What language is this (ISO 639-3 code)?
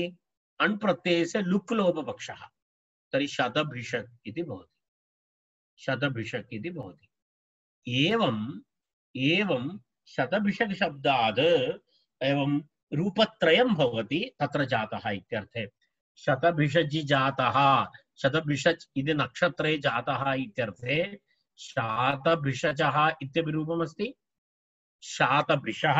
san